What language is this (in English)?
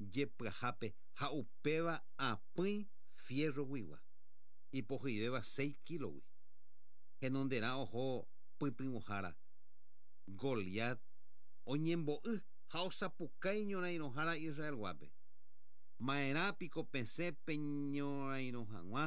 Guarani